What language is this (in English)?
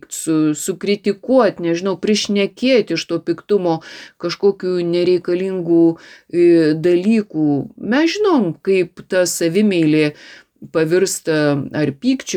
Lithuanian